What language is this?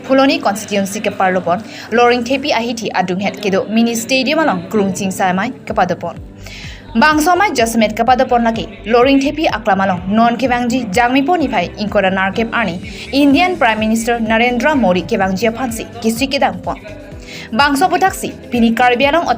Karbi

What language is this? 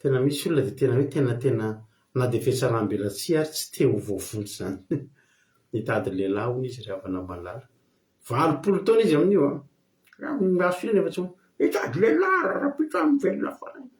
Malagasy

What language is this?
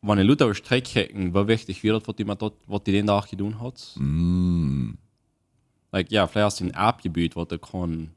Plautdietsch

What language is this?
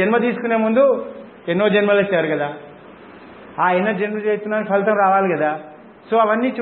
Telugu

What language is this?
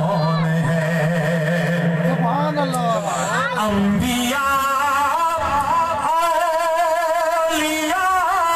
Urdu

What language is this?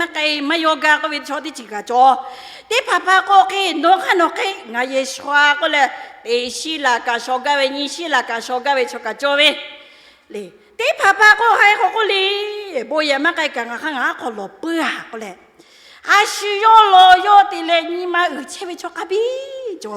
Lahu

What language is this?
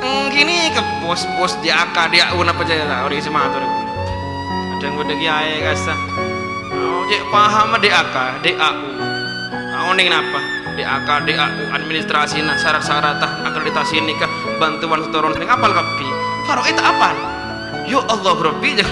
Madurese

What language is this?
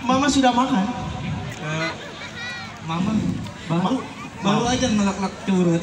Betawi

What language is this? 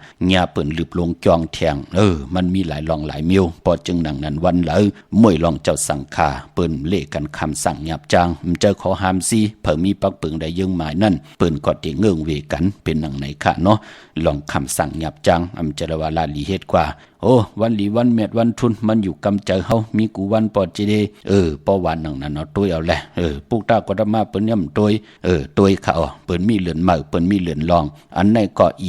Shan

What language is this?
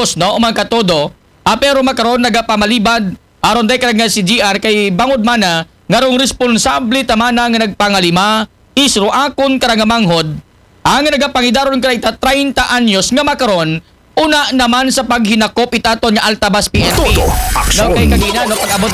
Aklanon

